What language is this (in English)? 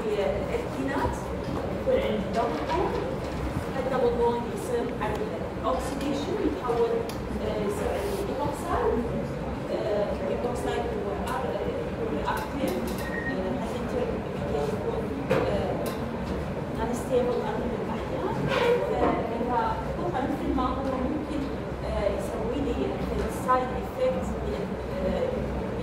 Mesopotamian Arabic